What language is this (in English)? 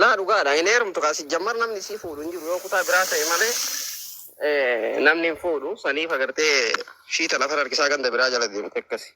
Oromo